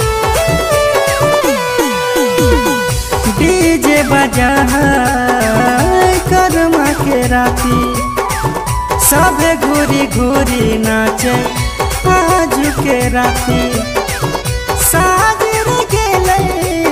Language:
Bhojpuri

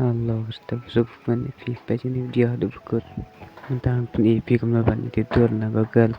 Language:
Khasi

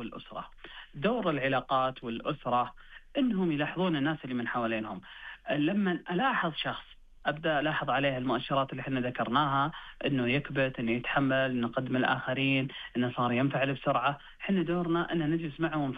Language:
Najdi Arabic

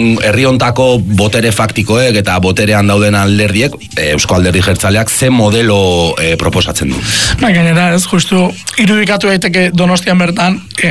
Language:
Basque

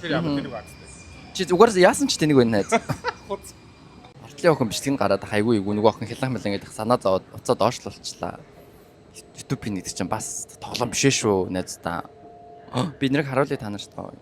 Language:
Mongolian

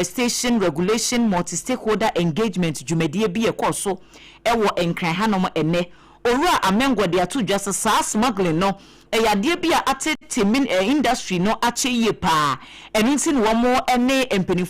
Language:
Akan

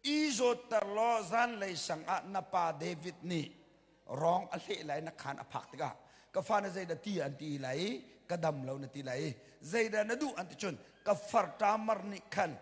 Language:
Hakha Chin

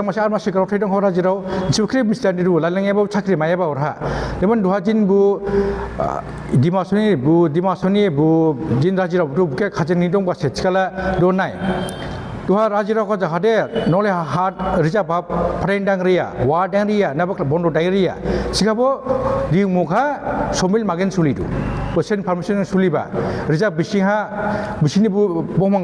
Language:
Dimasa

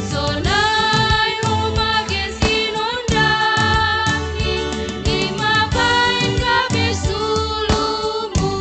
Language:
Batak Simalungun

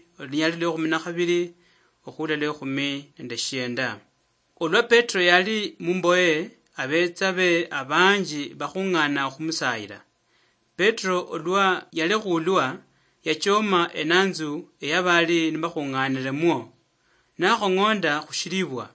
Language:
Luyia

